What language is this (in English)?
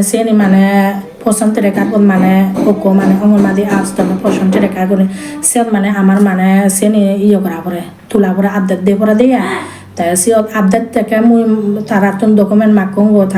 Chakma